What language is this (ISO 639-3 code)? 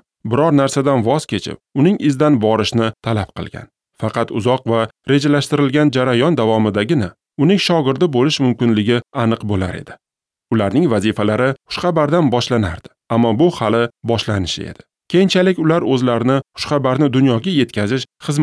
uzb